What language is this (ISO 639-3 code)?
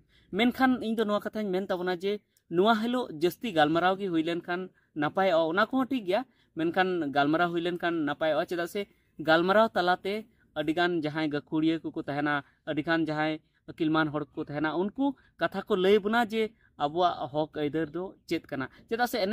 sat